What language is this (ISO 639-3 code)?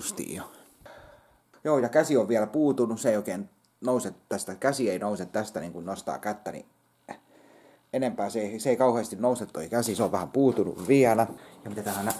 fin